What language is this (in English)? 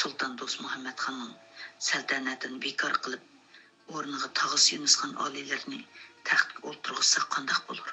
Uyghur